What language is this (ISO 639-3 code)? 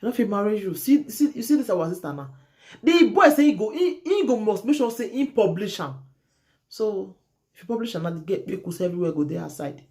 pcm